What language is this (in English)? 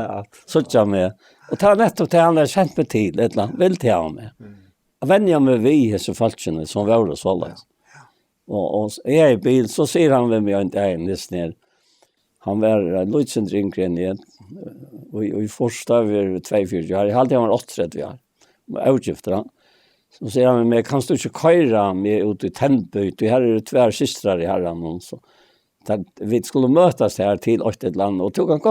Faroese